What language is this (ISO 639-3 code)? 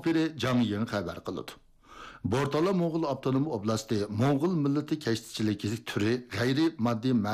uig